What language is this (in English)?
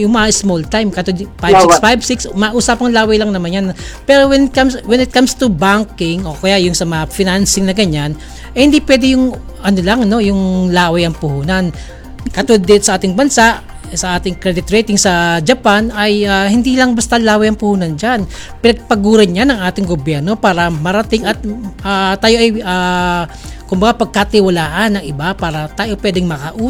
Filipino